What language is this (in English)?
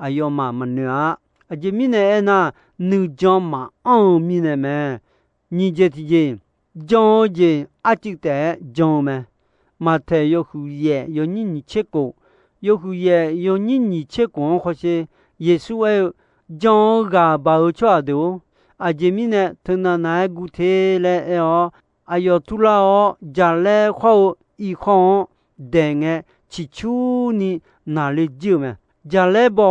Akha